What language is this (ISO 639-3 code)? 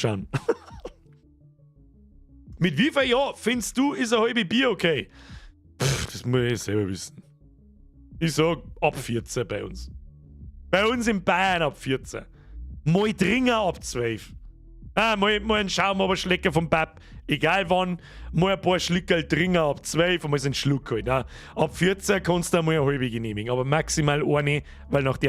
bar